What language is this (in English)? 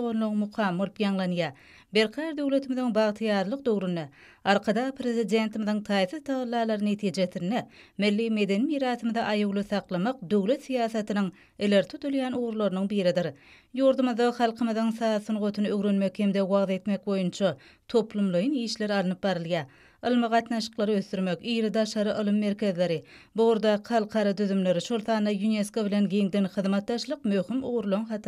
Turkmen